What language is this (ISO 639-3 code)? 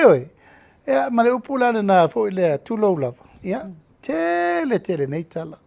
smo